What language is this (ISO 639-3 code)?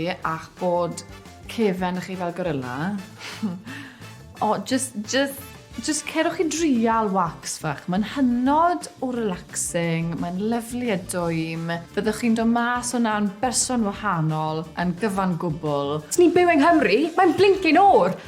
cym